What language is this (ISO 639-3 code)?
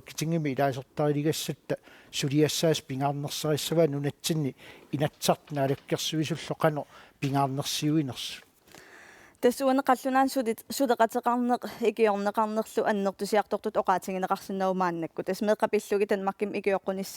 kal